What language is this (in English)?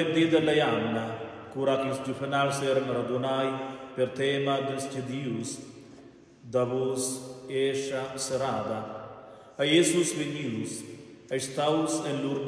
Romansh